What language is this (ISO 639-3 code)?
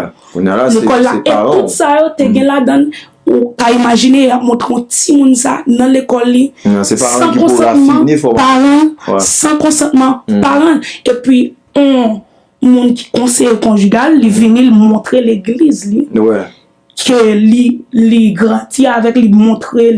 hat